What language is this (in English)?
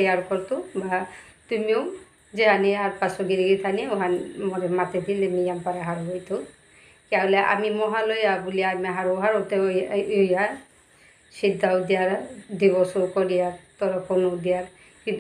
Bishnupriya